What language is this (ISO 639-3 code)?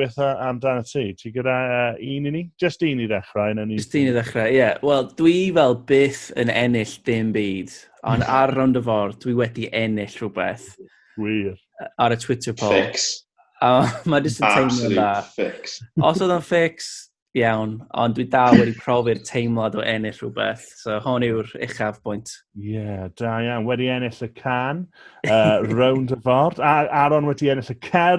cym